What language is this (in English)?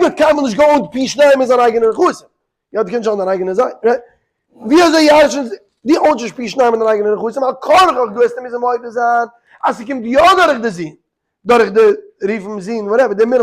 Yiddish